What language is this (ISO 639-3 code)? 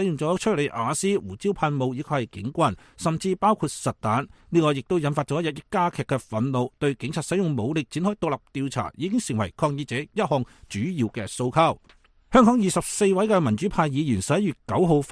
yue